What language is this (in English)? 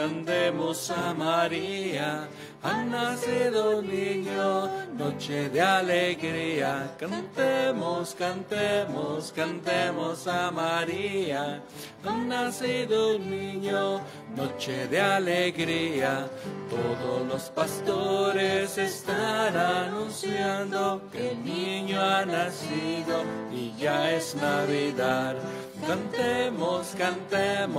Spanish